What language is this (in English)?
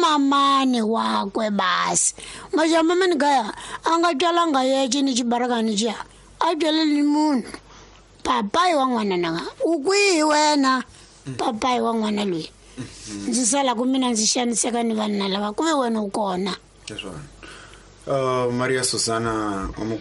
Tsonga